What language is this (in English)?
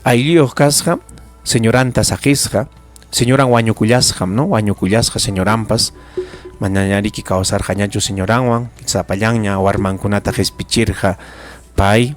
Ayacucho Quechua